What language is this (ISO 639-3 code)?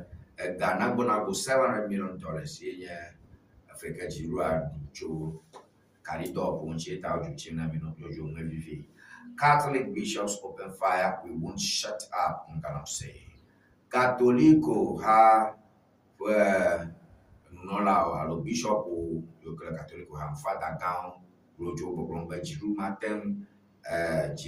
ewe